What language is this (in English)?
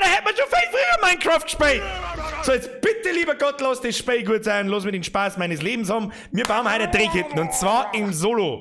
Bavarian